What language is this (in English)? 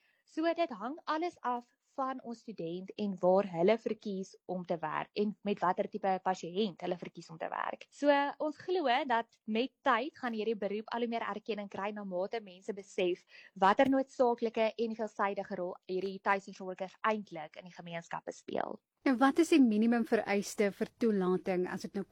Afrikaans